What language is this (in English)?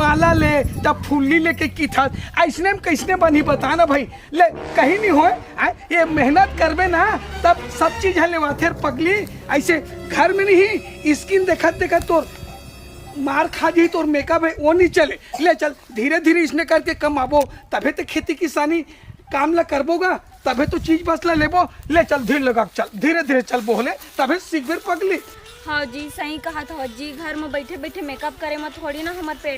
Chhattisgarhi